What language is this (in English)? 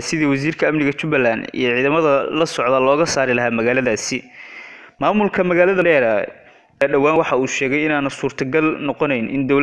Somali